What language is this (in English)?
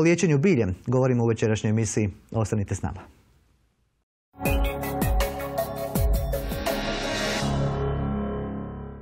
Croatian